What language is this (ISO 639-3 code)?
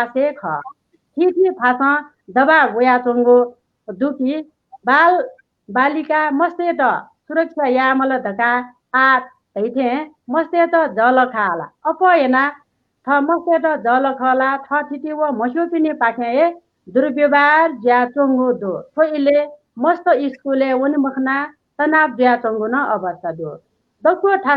new